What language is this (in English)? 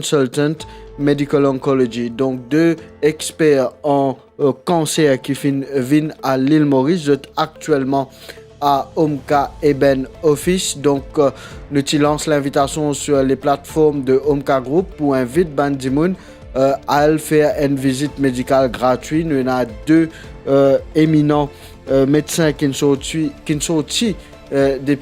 Morisyen